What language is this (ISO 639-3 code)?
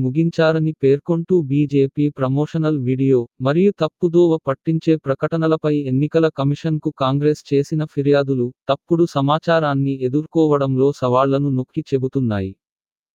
tel